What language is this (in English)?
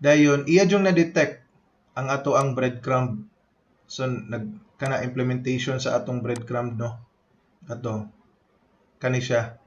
Cebuano